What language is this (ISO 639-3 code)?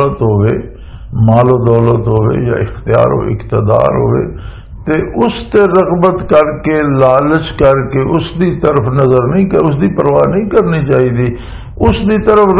lah